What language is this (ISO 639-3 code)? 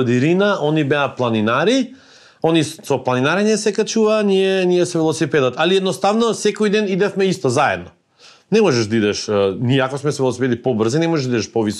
mkd